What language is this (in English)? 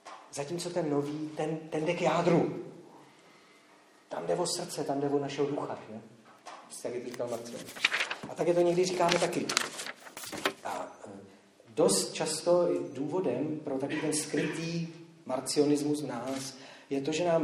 Czech